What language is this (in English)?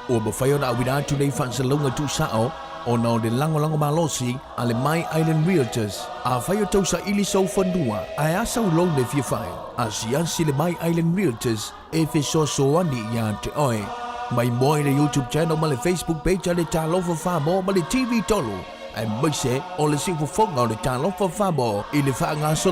Samoan